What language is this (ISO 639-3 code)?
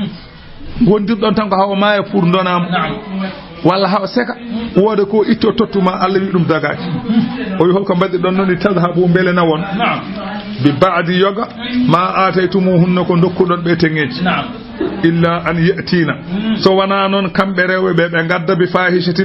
ful